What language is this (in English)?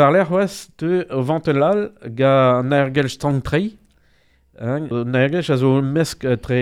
Breton